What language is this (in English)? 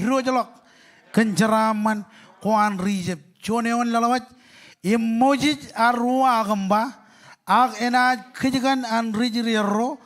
Marshallese